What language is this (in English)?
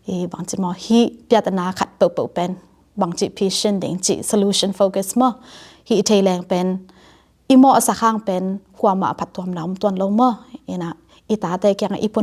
Tedim Chin